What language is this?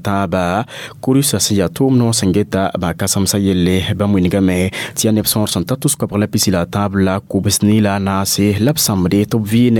Mossi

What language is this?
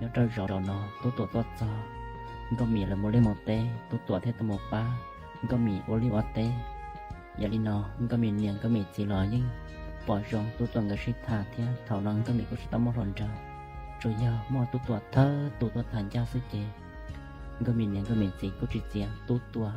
Hmong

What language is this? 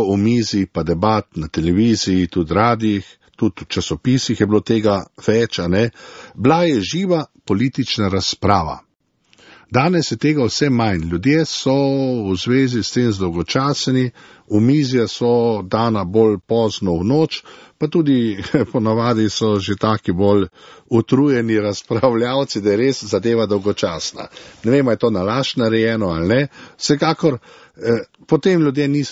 Slovenian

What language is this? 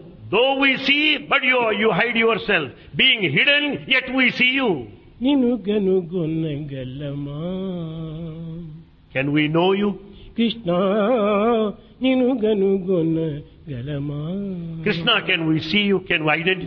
Telugu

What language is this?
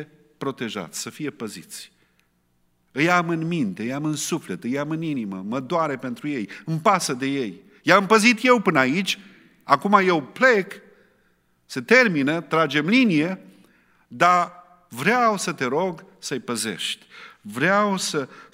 Romanian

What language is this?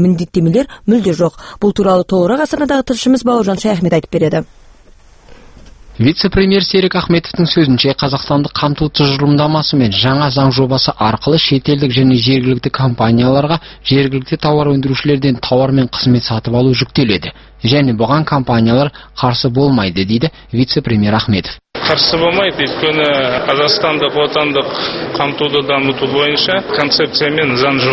Kazakh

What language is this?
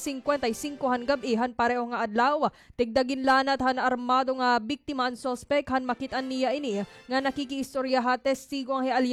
Waray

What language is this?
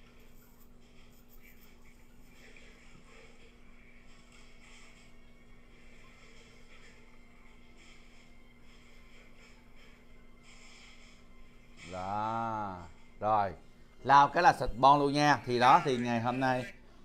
Vietnamese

